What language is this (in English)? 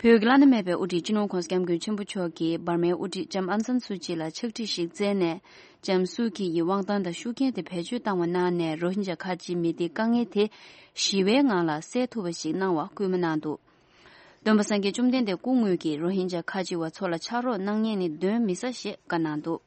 Tibetan